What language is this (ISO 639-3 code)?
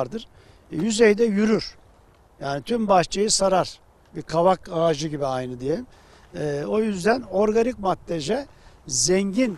tur